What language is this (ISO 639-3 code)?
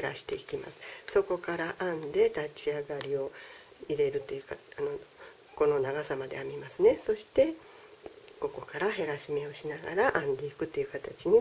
jpn